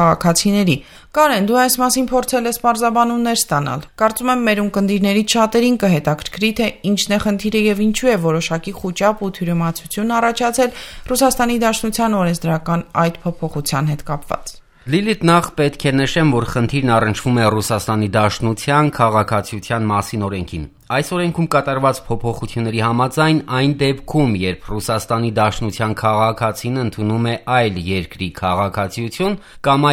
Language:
Armenian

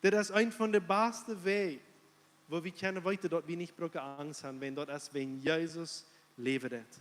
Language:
Plautdietsch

